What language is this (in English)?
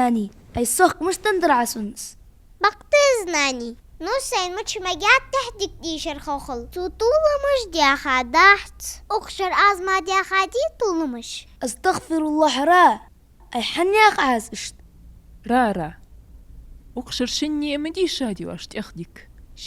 Ingush